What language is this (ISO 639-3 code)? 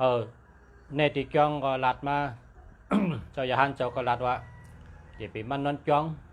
shn